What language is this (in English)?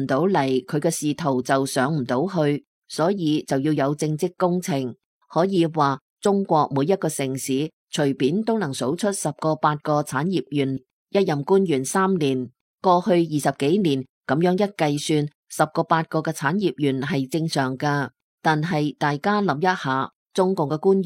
Cantonese